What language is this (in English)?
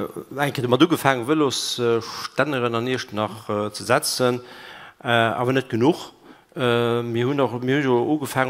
Luxembourgish